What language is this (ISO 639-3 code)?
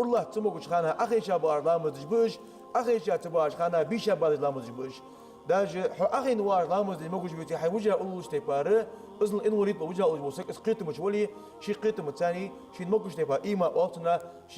inh